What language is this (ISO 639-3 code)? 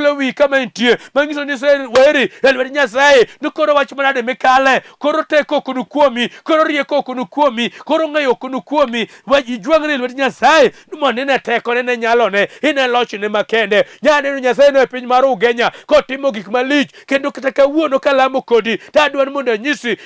luo